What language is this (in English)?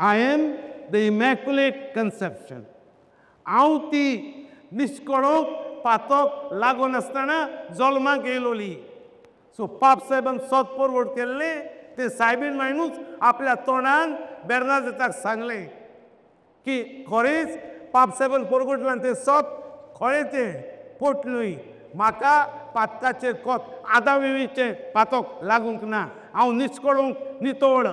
Konkani